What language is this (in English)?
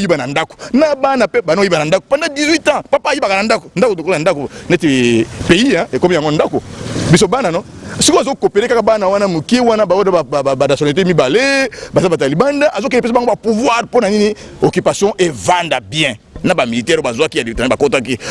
Lingala